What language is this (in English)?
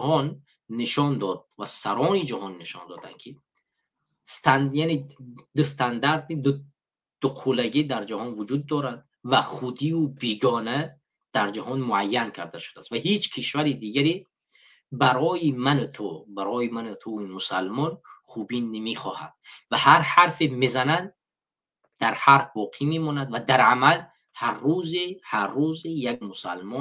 Tajik